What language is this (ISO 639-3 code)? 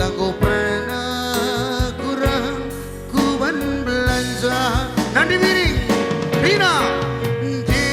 btx